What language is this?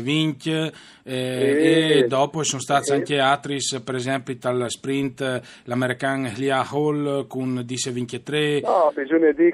Friulian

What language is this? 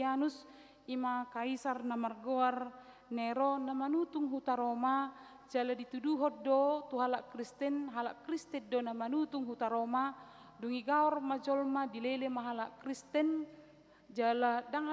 Batak Toba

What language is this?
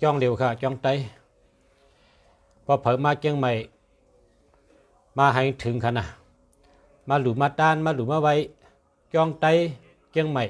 Shan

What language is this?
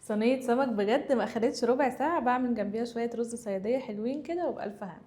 Egyptian Arabic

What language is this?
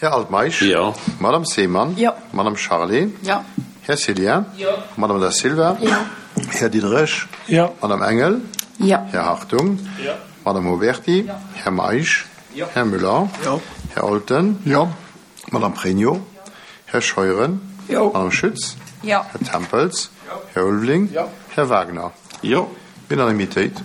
Luxembourgish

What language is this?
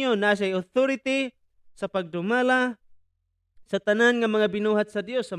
Cebuano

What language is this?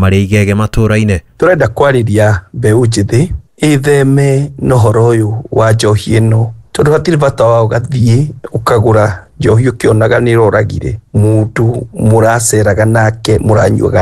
Kikuyu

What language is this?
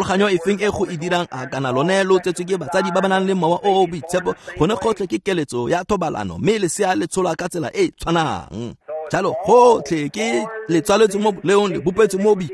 Tswana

